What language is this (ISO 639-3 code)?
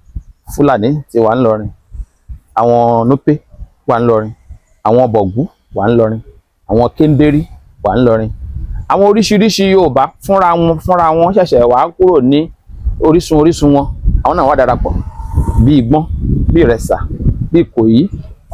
yor